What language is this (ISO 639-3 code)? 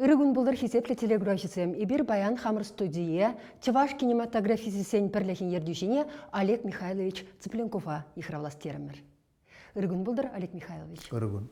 chv